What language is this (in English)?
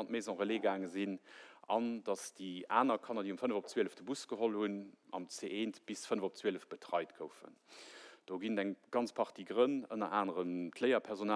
Luxembourgish